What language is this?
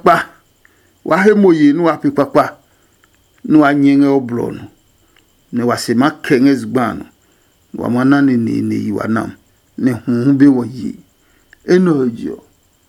Adangme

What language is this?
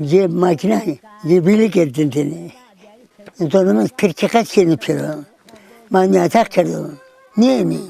Zaza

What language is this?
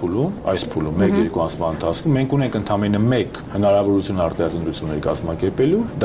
Armenian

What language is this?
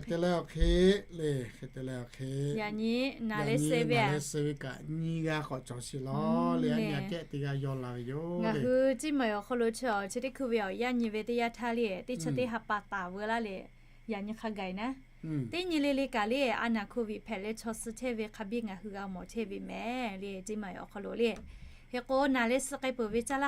Lahu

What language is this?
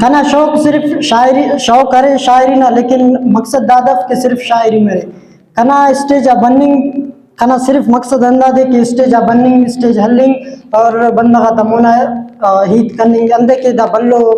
Brahui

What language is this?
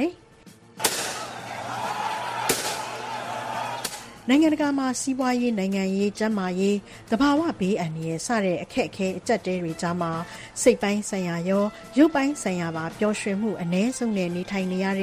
Burmese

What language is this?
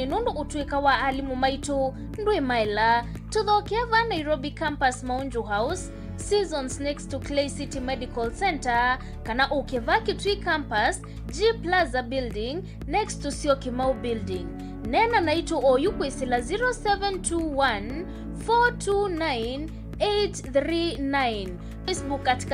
Kamba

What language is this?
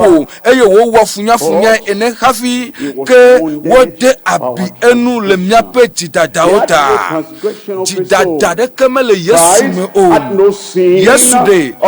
Ewe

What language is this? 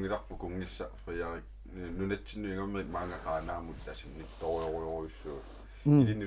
Kalaallisut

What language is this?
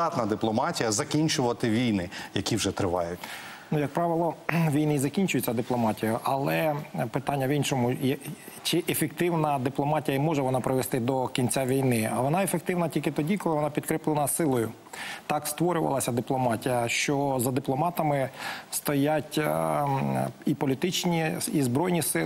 Ukrainian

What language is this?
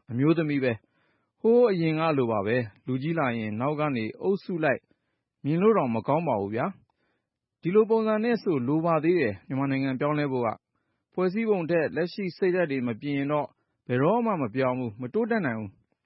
Burmese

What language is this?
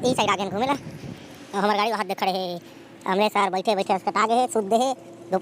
Chhattisgarhi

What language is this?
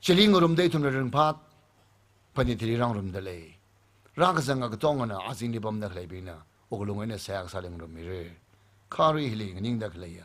Tangkhul Naga (India)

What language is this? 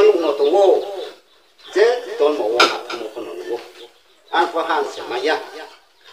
Riang (India)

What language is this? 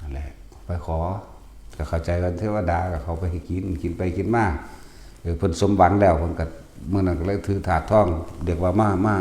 Northeastern Thai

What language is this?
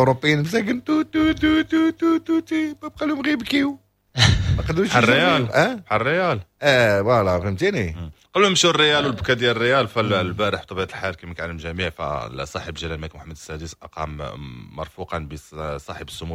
Moroccan Arabic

